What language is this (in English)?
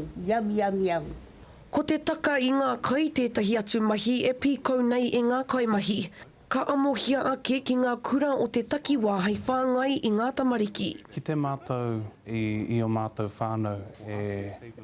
Māori